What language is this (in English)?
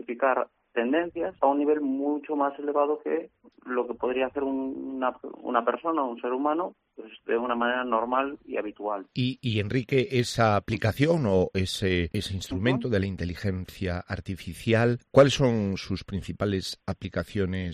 Spanish